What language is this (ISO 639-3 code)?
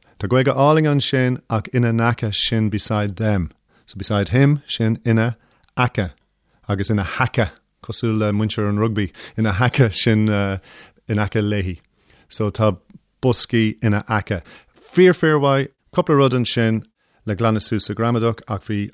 gle